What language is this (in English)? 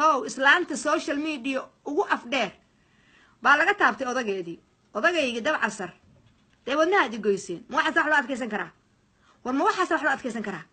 Somali